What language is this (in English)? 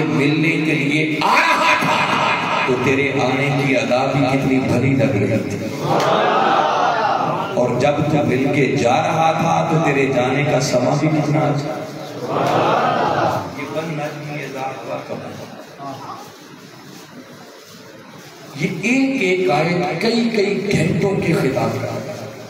Urdu